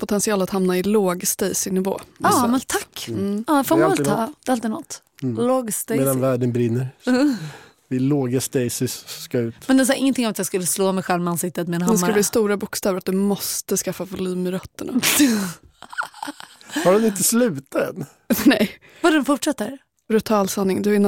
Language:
Swedish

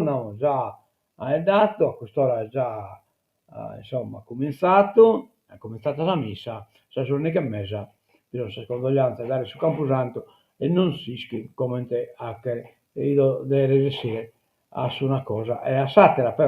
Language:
Sardinian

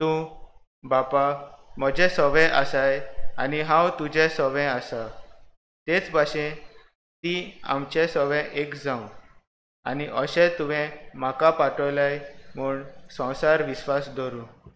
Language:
Konkani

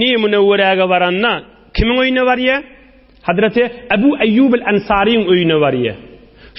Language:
Turkmen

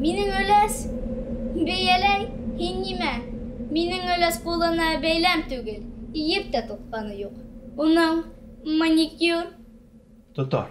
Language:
Bashkir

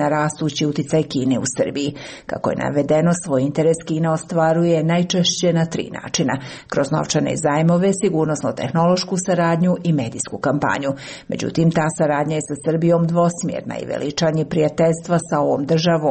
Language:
Serbian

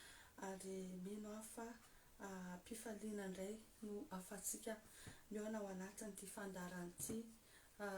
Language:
Malagasy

